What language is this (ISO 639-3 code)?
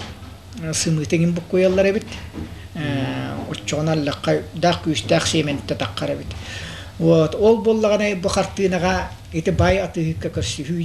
sah